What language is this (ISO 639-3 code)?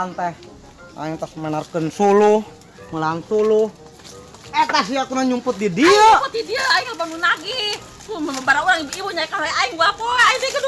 sun